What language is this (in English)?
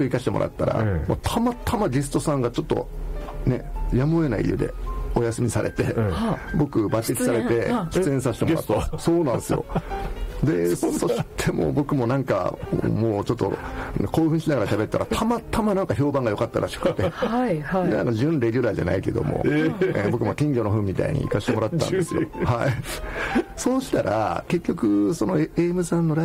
Japanese